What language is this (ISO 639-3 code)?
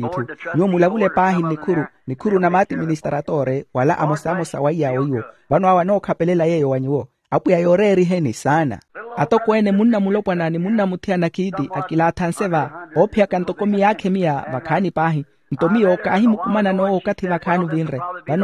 vmw